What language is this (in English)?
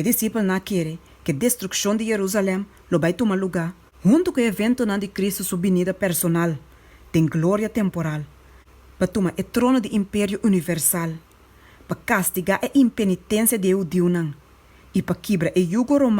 Papiamento